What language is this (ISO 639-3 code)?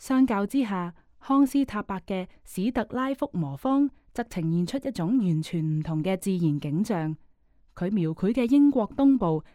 yue